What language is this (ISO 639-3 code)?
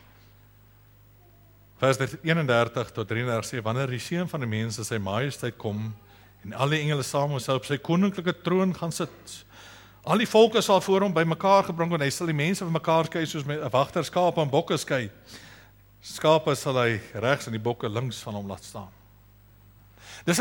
afr